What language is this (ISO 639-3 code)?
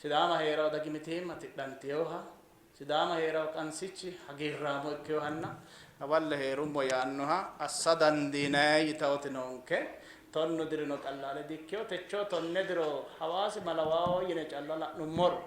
sid